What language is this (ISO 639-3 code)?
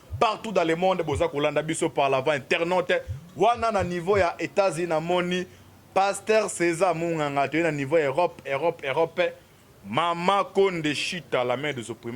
lin